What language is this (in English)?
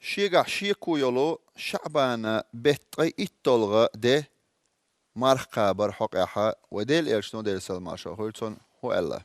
Chechen